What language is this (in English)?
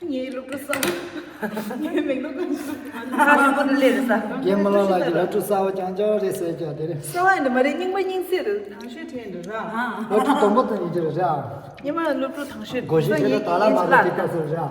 Tibetan